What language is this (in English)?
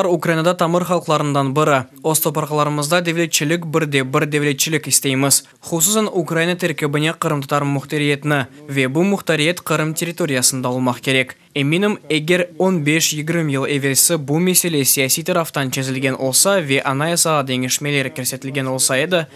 Crimean Tatar